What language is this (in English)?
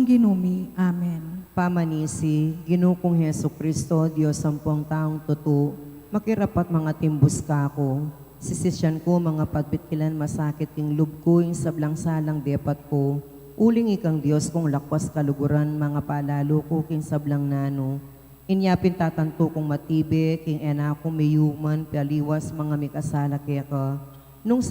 Pampanga